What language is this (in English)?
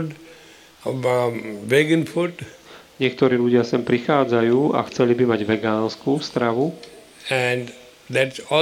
Slovak